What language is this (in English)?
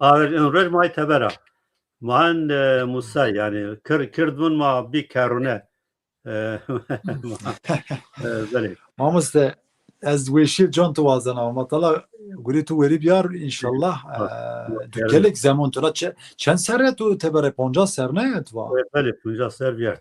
Zaza